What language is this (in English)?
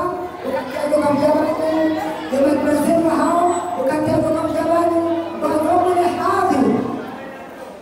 Swahili